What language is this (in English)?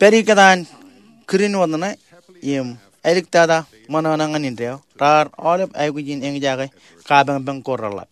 Marshallese